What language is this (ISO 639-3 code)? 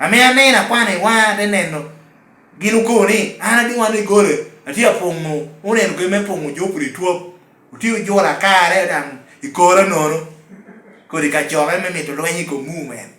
laj